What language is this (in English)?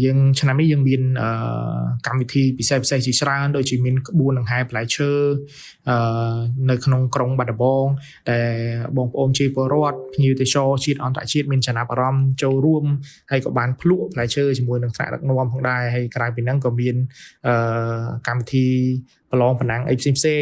Khmer